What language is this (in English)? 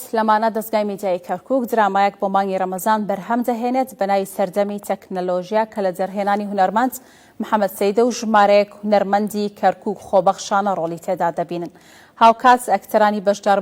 Central Kurdish